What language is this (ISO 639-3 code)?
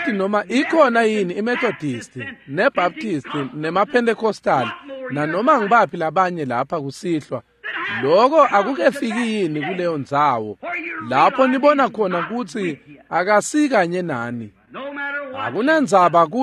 ssw